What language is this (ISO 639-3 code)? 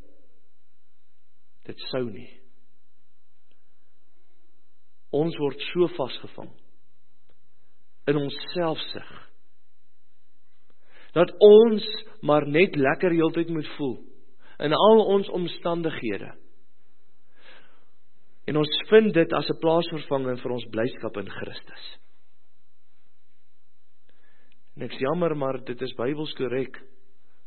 afr